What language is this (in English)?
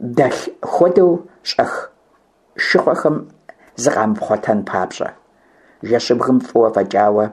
Kabardian